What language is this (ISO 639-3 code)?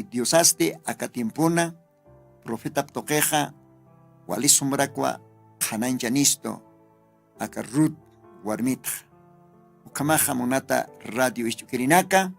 aym